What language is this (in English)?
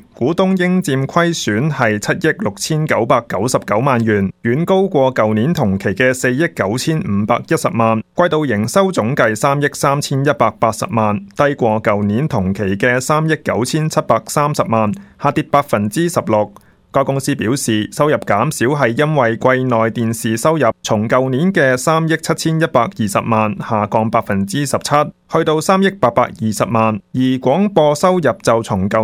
Cantonese